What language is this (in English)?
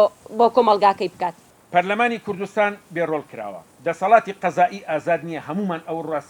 Central Kurdish